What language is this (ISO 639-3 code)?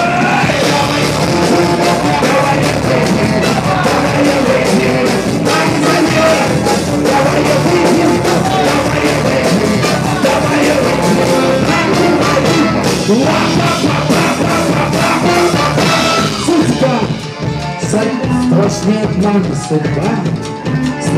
rus